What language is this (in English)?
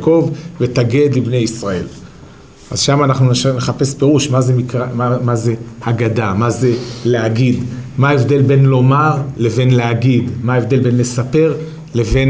Hebrew